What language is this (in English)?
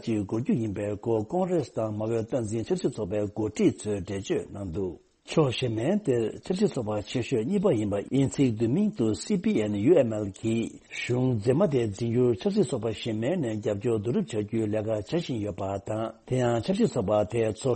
Tibetan